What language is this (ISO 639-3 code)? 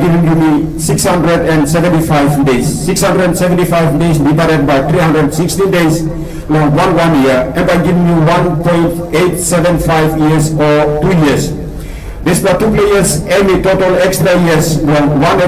tpi